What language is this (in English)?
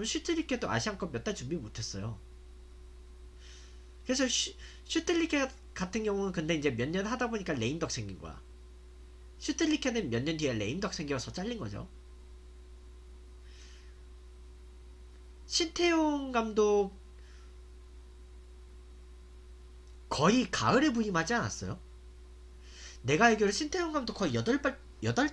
Korean